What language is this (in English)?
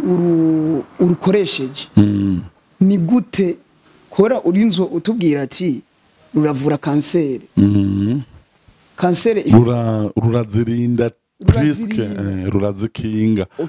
Rundi